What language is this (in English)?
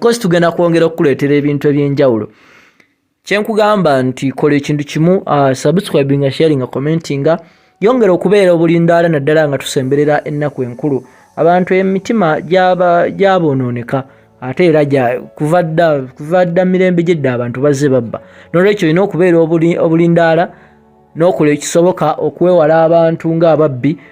Ganda